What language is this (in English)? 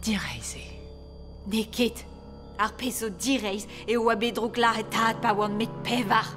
Breton